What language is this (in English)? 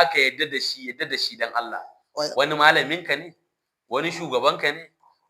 Hausa